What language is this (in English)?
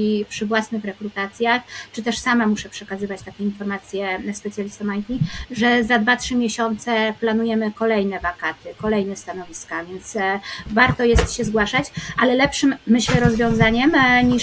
Polish